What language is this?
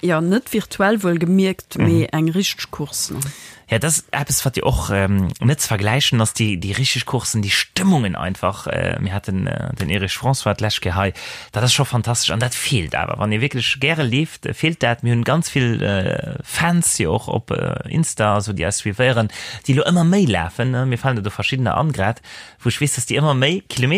Luxembourgish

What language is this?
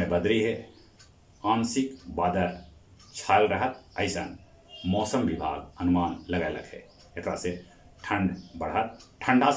Magahi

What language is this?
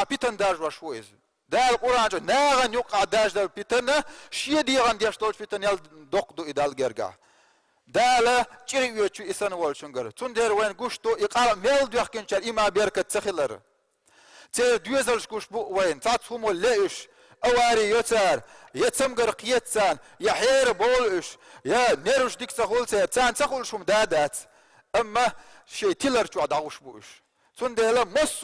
Chechen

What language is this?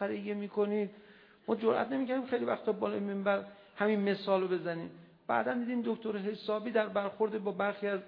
Persian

